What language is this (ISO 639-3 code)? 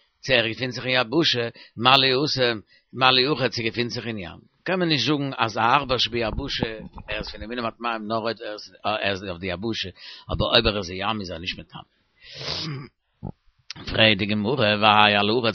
yid